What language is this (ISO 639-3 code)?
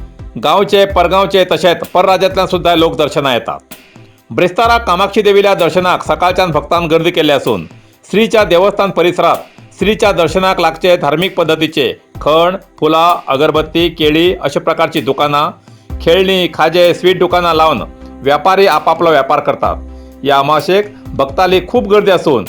kok